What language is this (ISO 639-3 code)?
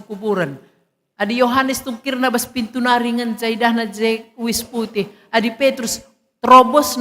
btx